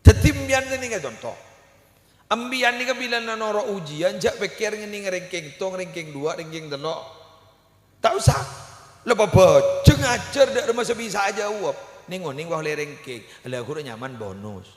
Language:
Madurese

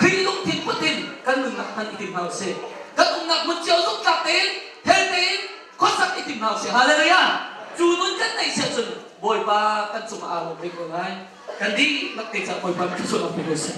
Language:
Hakha Chin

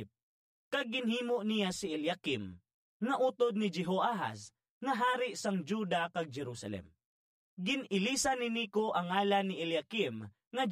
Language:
Hiligaynon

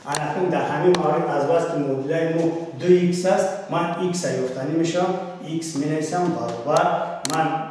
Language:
Tajik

